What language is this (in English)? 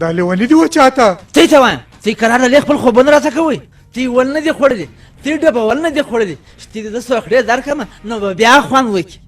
Pashto